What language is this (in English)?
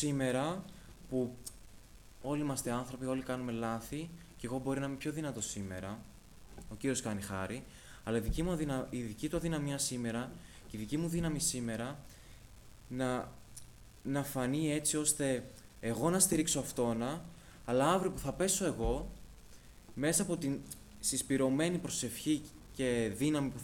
Greek